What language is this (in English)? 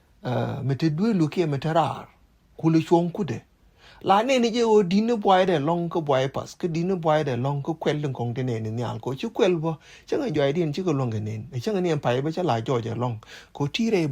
Nuer